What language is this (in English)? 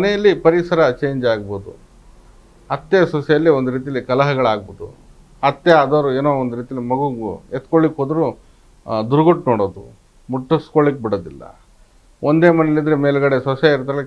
Kannada